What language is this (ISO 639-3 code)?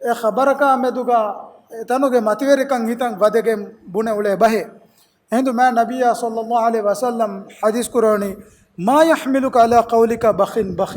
div